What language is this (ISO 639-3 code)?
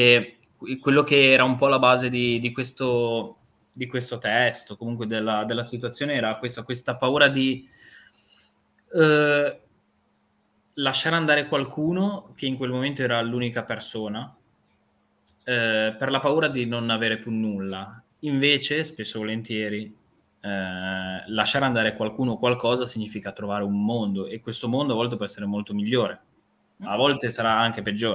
ita